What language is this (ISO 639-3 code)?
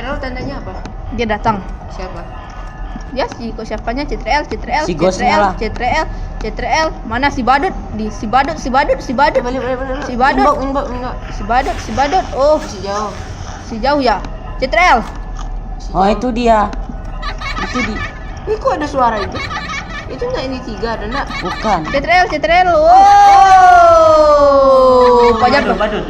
min